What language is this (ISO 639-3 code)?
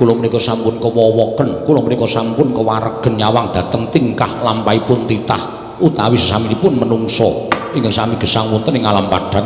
jav